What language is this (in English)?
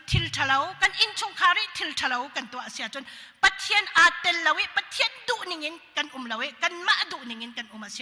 Hakha Chin